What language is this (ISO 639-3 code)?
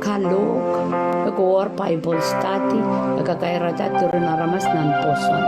pon